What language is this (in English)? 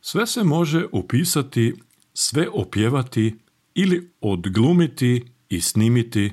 Serbian